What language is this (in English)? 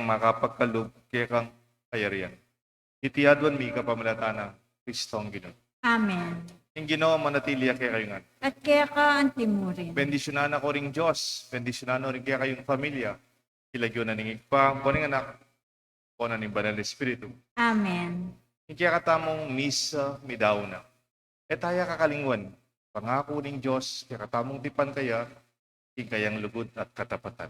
Pampanga